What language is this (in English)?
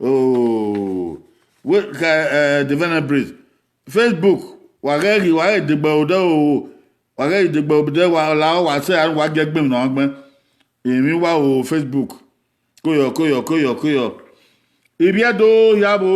Bini